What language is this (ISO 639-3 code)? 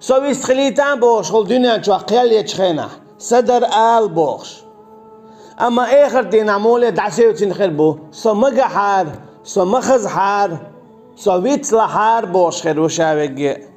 che